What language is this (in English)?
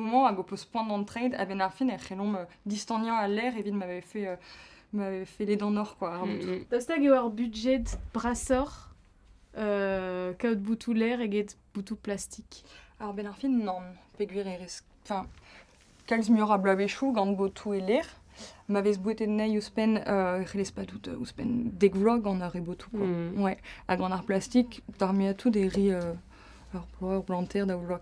Breton